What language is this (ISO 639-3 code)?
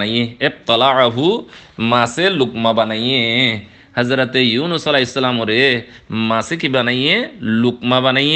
rhg